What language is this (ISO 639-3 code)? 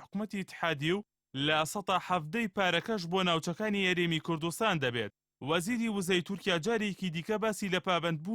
ckb